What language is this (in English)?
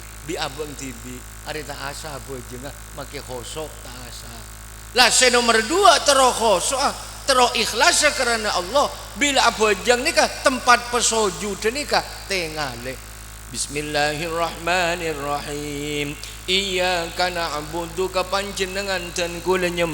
Madurese